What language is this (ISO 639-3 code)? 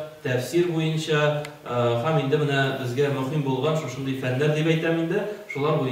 tat